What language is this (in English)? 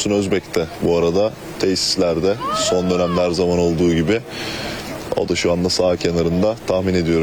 Turkish